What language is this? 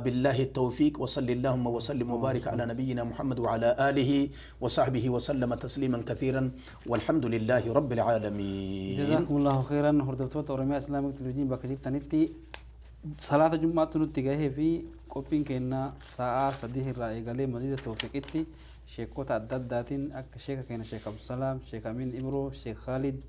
Oromo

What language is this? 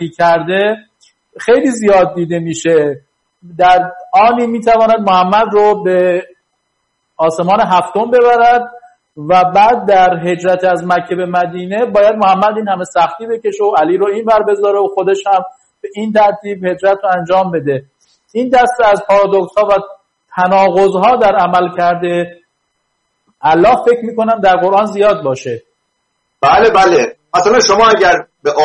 Persian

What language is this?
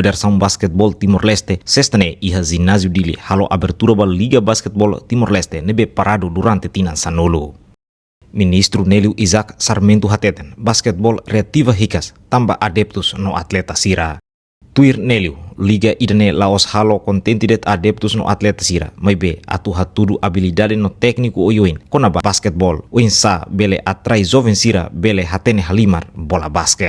Tetum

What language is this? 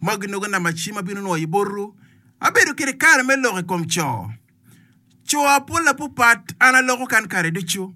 Acoli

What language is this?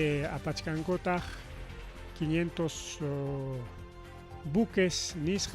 Ayacucho Quechua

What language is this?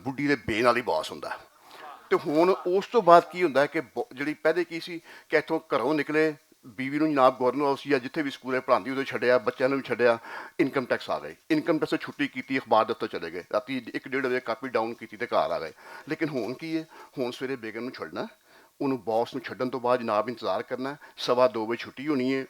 Western Panjabi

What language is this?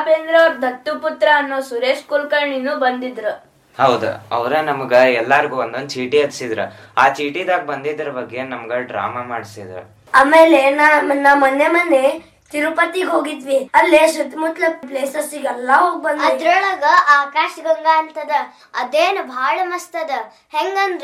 Kannada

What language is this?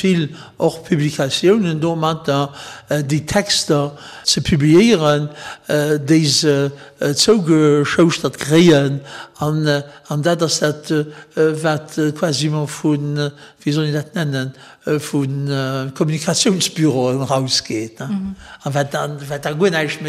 Luxembourgish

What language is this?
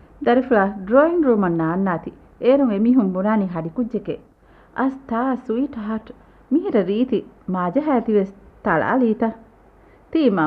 Divehi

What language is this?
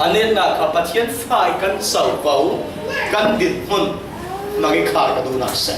Falam Chin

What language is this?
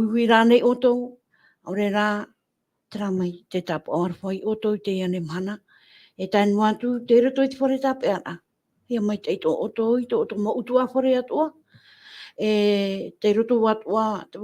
Tahitian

